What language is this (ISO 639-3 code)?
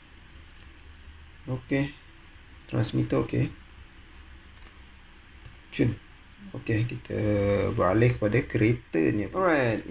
msa